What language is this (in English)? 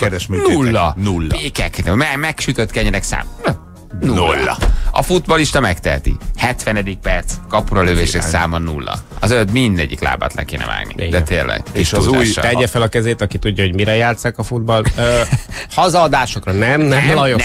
Hungarian